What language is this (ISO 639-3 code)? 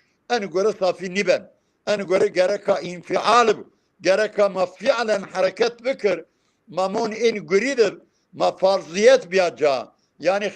zza